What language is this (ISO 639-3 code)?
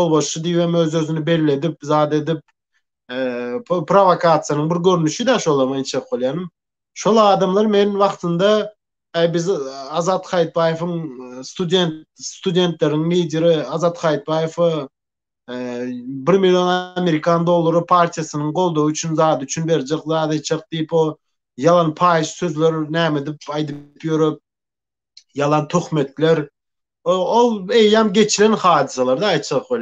tuk